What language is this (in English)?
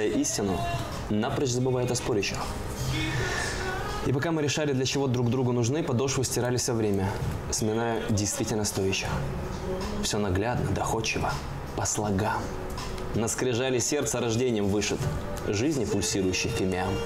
Russian